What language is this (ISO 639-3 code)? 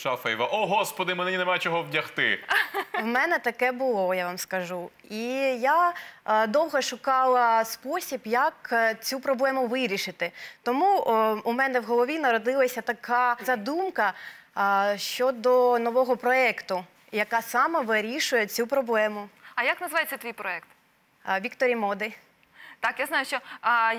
ukr